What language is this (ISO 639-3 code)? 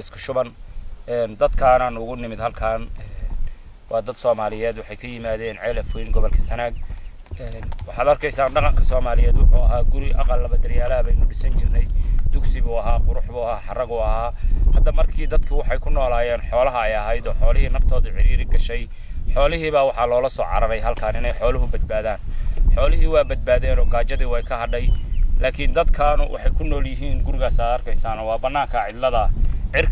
som